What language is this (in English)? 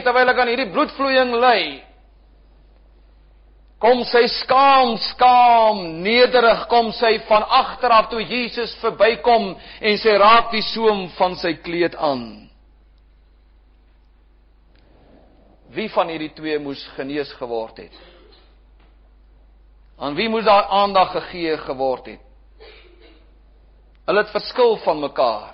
Afrikaans